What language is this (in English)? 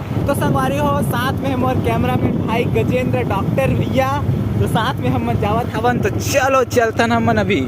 Chhattisgarhi